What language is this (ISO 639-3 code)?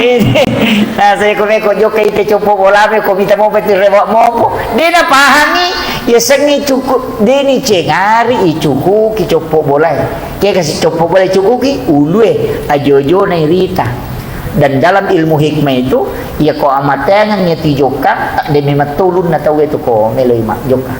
bug